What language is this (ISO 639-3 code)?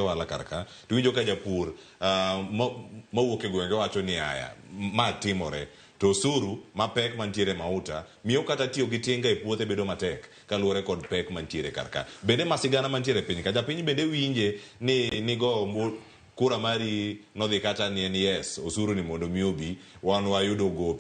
luo